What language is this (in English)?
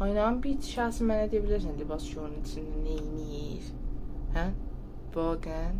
South Azerbaijani